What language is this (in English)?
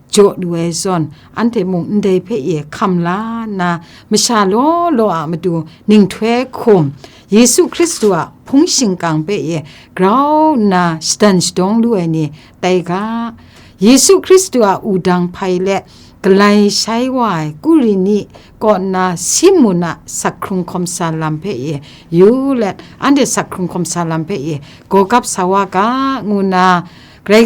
Kachin